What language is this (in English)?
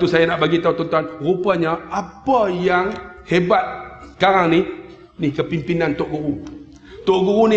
Malay